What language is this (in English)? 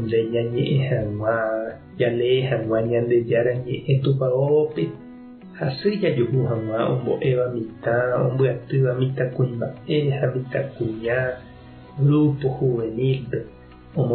Guarani